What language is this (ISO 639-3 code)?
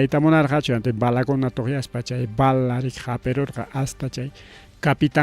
quy